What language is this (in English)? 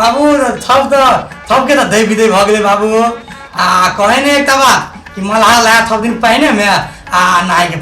Maithili